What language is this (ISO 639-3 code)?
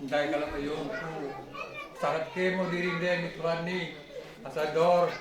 btx